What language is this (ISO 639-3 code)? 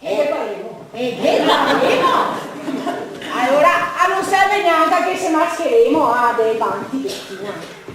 vec